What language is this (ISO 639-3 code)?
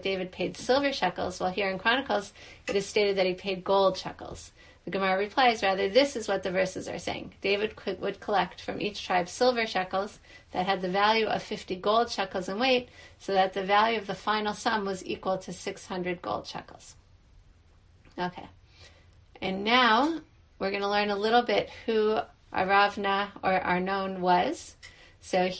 eng